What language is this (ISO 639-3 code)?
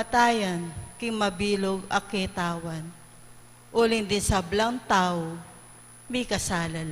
pam